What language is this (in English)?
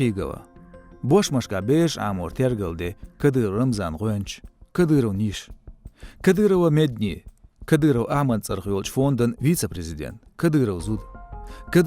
Chechen